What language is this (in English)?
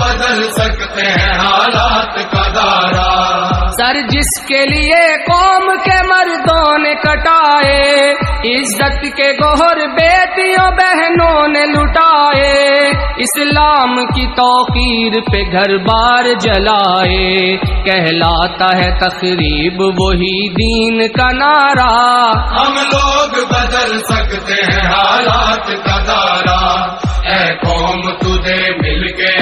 Urdu